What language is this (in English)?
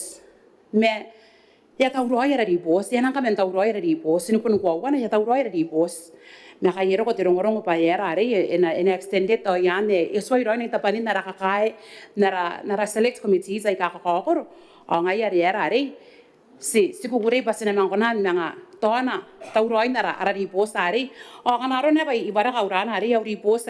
Gilbertese